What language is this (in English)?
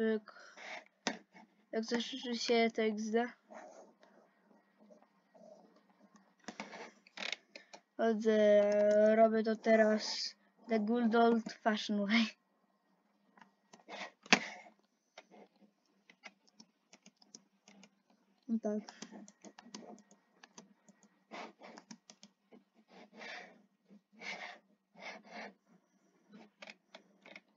Polish